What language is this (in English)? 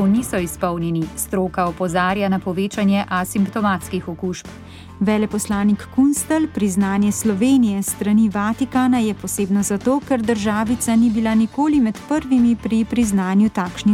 Slovenian